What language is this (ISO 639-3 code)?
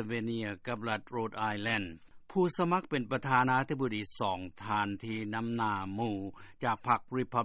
lao